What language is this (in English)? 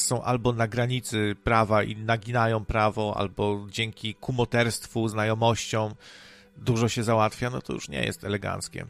Polish